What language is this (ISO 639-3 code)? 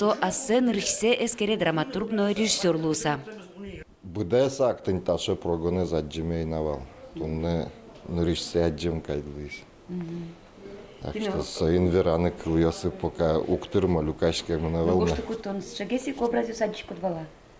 udm